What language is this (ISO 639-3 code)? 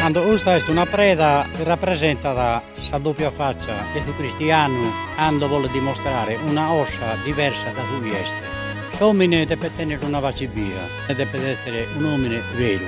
srd